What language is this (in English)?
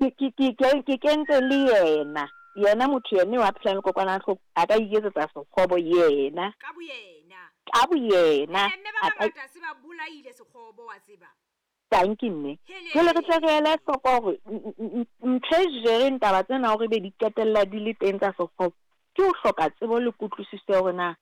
Southern Sotho